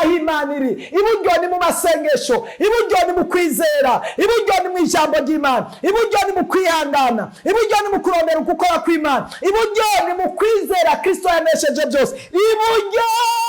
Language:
Rundi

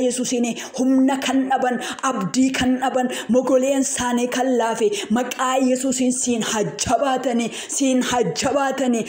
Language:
Oromo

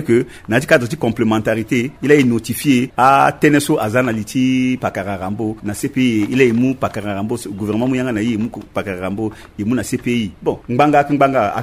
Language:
Sango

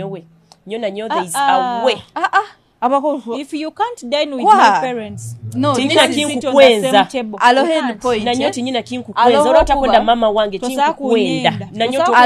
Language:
Nyoro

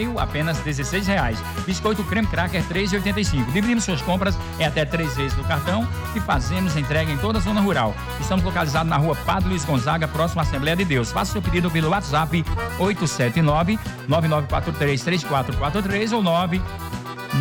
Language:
Portuguese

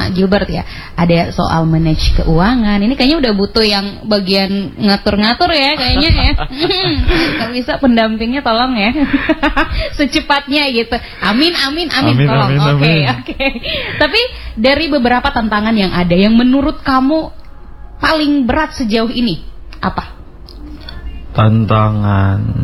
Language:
Indonesian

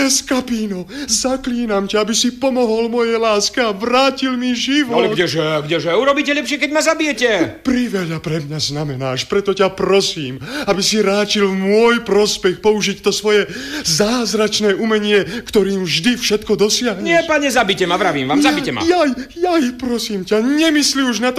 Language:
Slovak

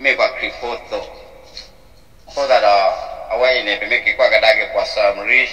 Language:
S'gaw Karen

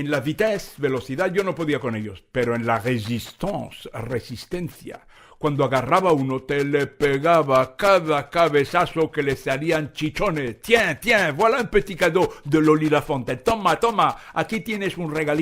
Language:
Ladino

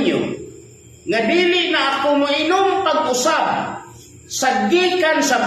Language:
Cebuano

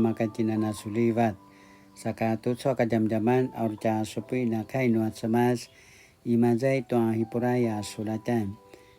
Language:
Paiwan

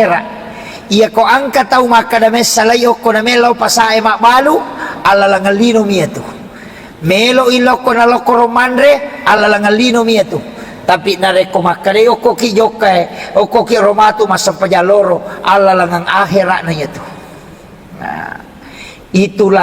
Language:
Buginese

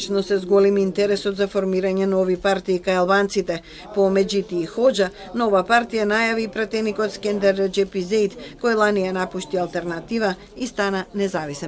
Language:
Macedonian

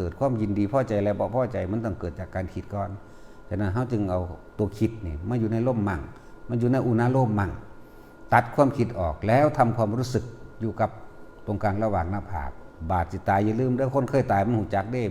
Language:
Northeastern Thai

